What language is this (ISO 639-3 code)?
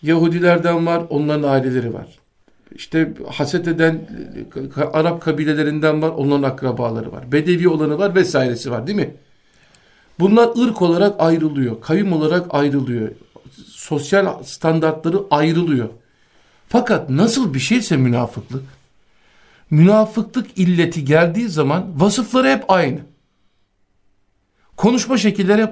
tur